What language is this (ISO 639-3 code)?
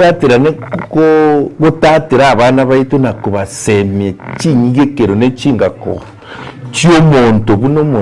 guz